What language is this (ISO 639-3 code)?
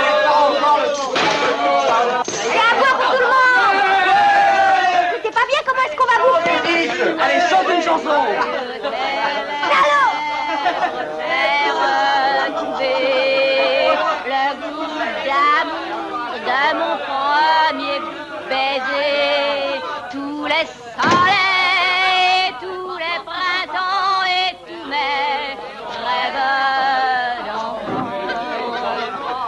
fra